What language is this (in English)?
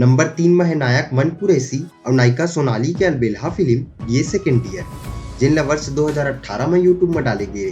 Chhattisgarhi